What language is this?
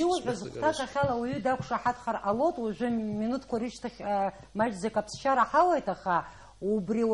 Abkhazian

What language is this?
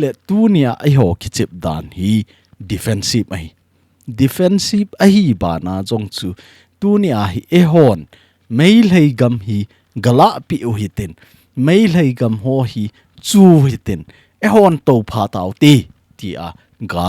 Thado Chin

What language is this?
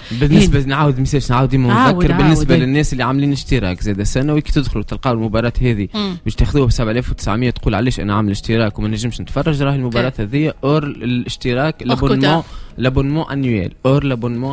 Tunisian Arabic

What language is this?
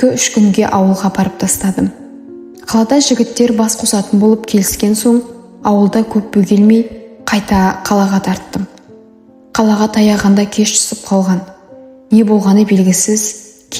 Kazakh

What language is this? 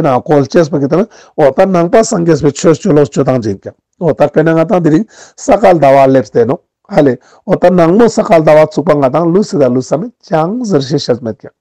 Ladakhi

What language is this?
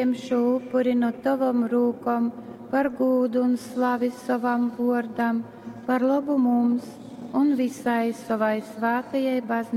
Latgalian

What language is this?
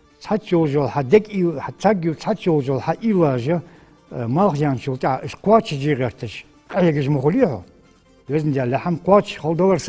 Ingush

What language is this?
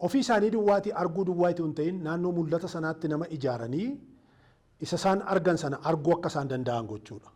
Oromo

